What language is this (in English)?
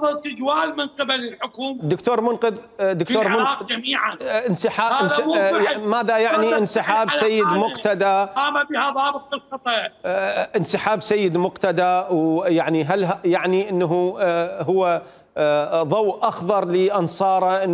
Mesopotamian Arabic